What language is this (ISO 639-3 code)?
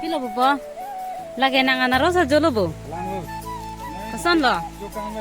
mjw